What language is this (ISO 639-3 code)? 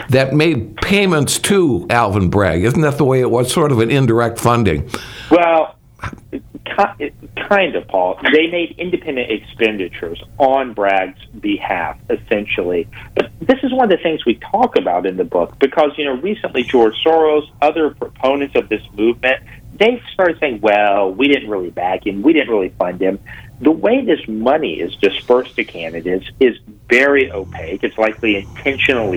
eng